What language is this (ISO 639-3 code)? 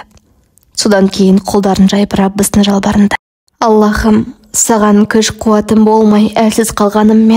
kaz